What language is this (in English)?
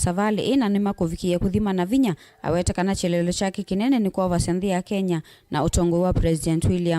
Kamba